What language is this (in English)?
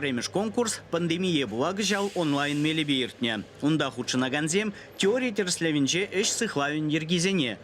Chuvash